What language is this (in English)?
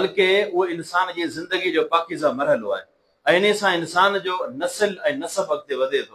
Sindhi